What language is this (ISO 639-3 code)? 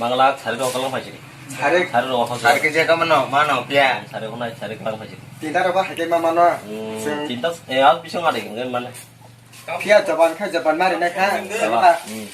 trp